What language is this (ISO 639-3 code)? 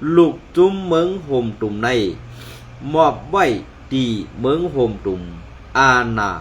shn